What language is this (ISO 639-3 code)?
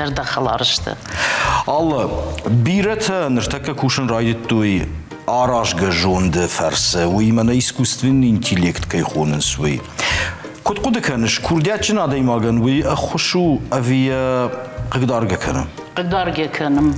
oss